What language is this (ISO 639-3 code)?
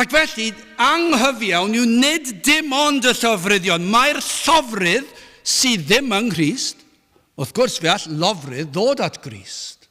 cym